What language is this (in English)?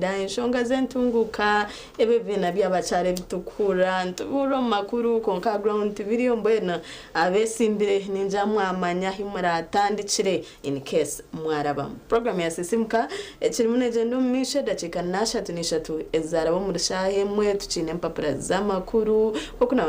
Nyankole